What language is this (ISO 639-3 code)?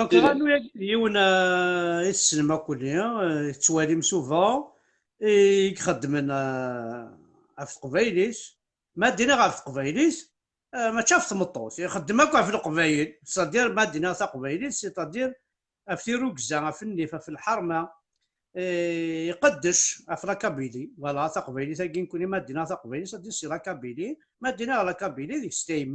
kab